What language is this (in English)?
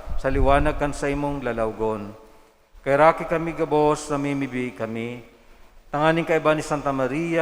Bikol